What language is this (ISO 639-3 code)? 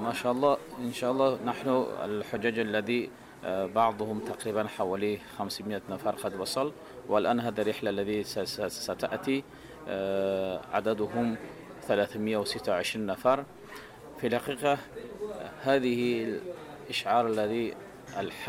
ars